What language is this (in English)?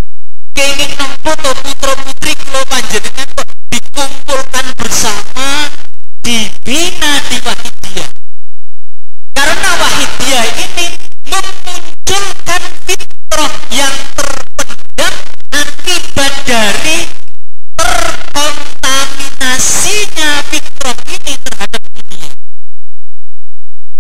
Indonesian